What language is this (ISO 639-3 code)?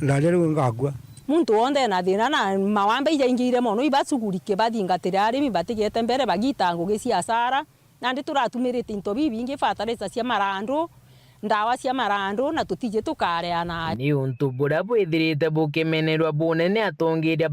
mer